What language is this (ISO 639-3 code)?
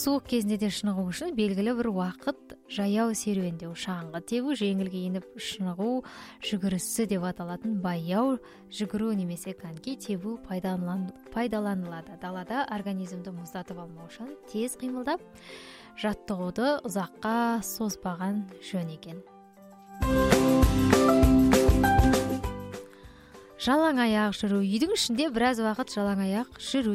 kaz